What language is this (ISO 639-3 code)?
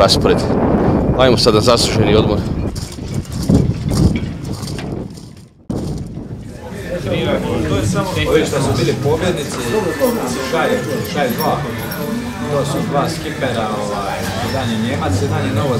hrv